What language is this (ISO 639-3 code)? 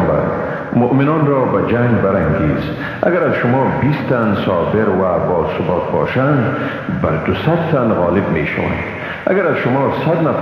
fas